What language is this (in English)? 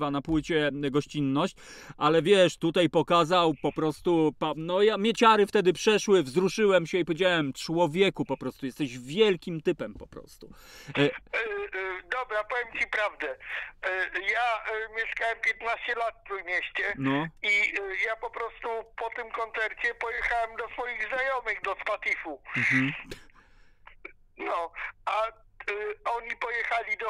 Polish